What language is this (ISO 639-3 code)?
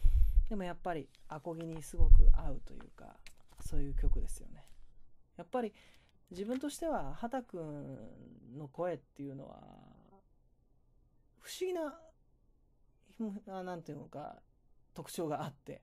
jpn